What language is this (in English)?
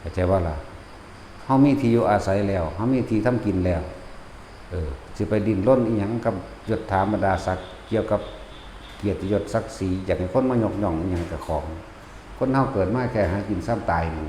Northeastern Thai